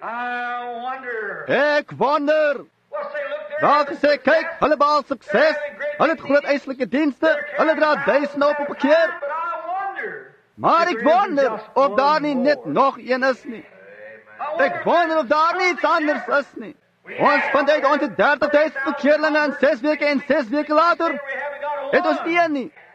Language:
Afrikaans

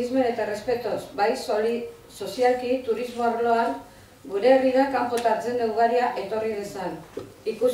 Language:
Basque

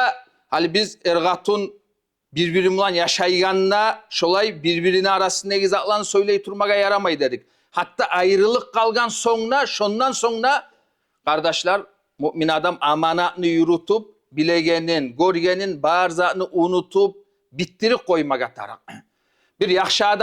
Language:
Kumyk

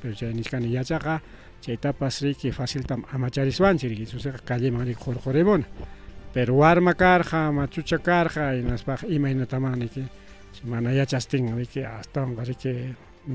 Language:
Ayacucho Quechua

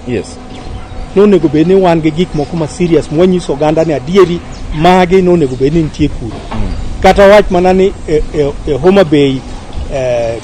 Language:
Luo (Kenya and Tanzania)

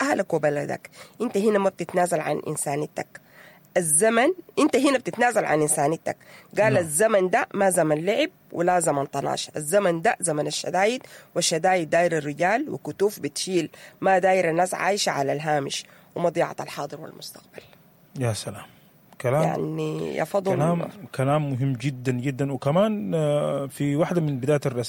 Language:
Sudanese Arabic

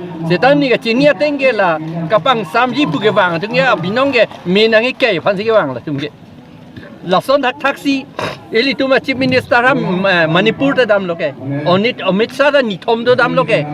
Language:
Karbi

